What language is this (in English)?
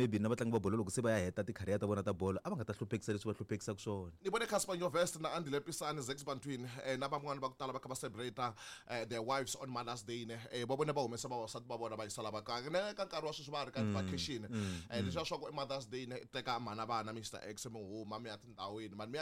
Tsonga